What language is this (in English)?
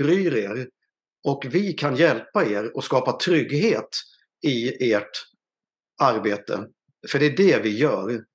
Swedish